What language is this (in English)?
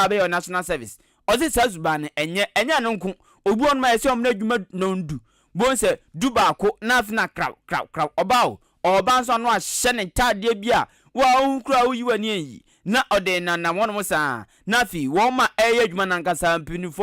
Akan